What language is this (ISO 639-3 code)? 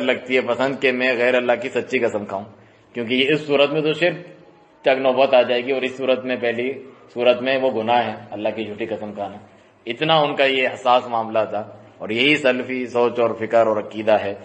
urd